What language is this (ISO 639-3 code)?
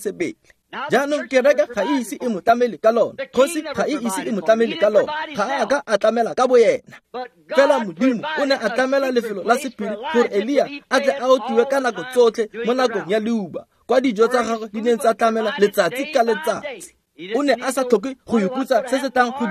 tsn